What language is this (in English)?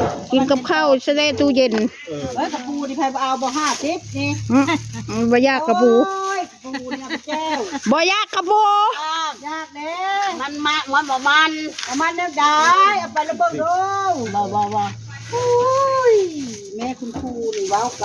Northeastern Thai